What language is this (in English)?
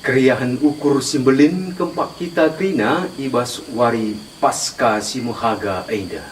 Batak Karo